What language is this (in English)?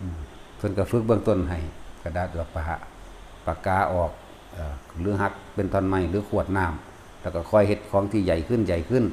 Northeastern Thai